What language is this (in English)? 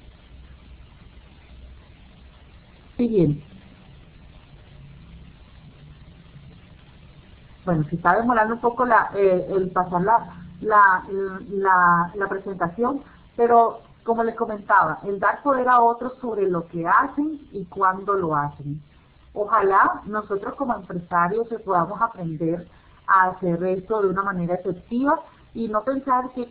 Spanish